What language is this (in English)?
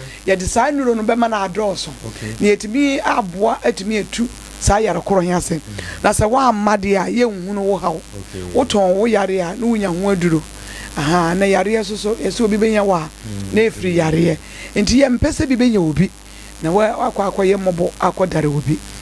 Akan